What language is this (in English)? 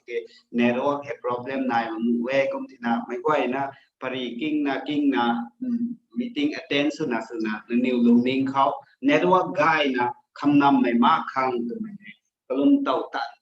Rongmei Naga